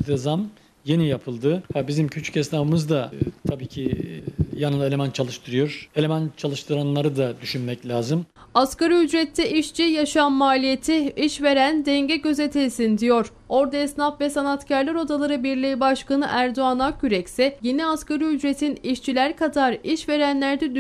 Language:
Turkish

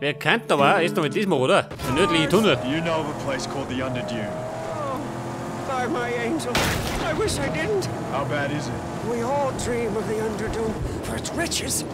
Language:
Bavarian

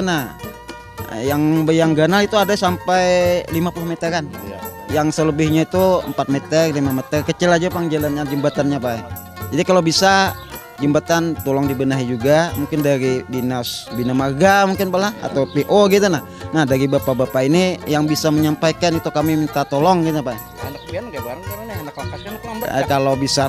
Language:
Banjar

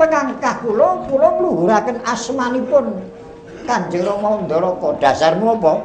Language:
Javanese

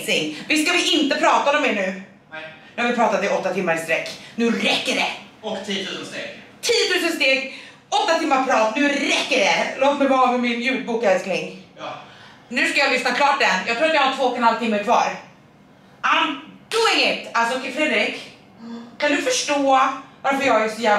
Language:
Swedish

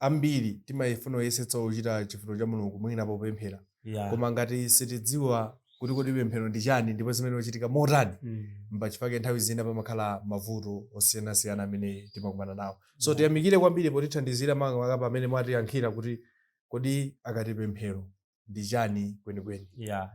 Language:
Nyanja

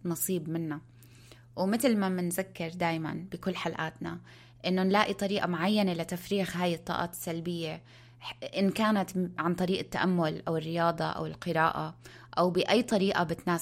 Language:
North Levantine Arabic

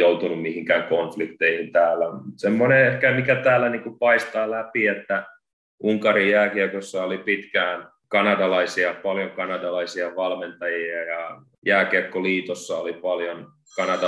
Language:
Finnish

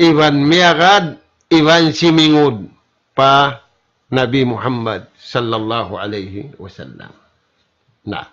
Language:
Tausug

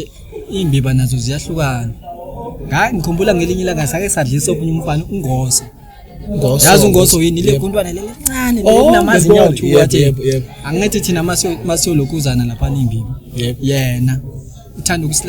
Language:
Zulu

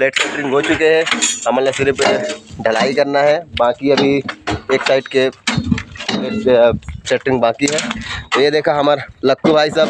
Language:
Chhattisgarhi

